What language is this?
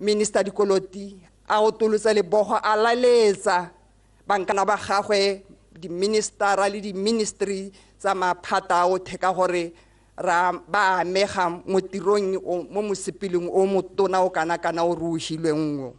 Tswana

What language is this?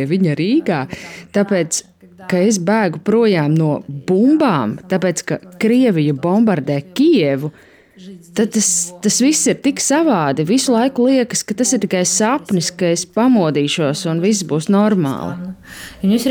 Latvian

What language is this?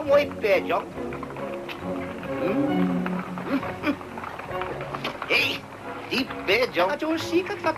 Afrikaans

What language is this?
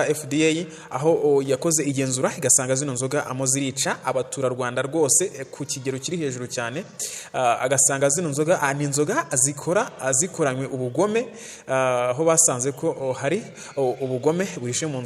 Kinyarwanda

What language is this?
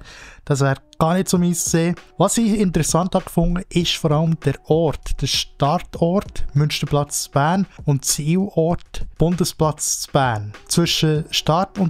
Swiss German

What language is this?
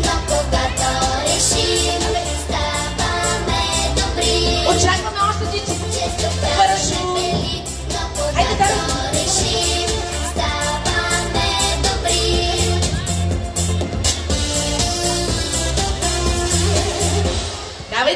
Bulgarian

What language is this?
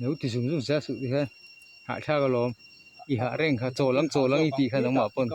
Mizo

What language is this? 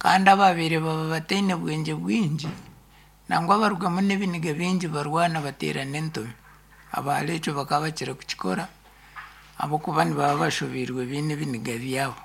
Nyankole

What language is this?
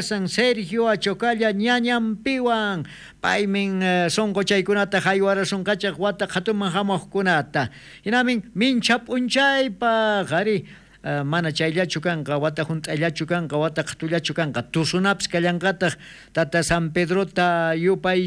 South Bolivian Quechua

